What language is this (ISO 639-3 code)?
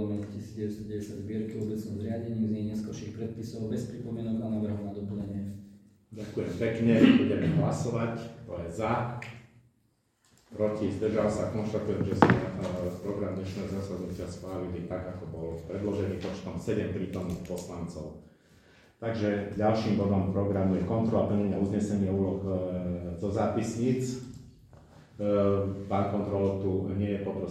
slk